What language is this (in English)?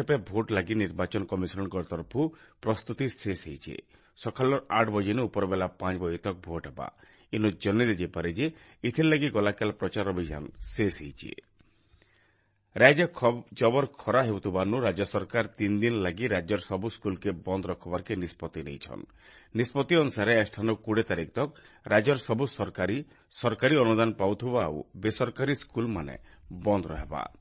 Odia